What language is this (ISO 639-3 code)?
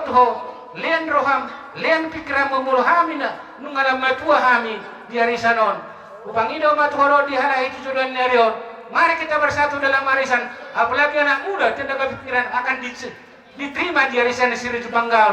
bbc